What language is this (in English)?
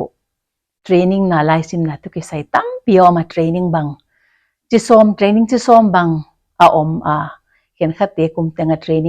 Paite Chin